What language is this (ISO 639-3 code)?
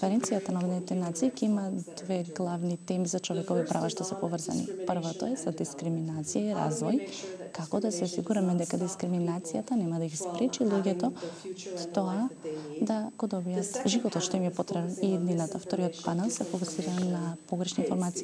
mkd